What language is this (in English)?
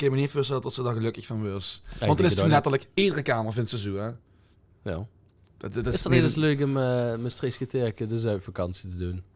Limburgish